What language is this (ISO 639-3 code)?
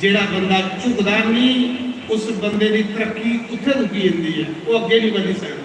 doi